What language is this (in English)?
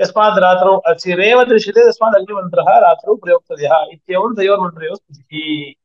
Sanskrit